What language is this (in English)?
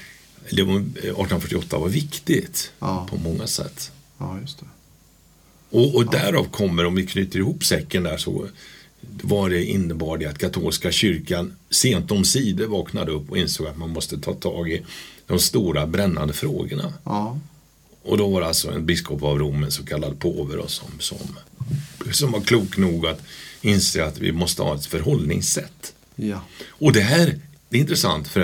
Swedish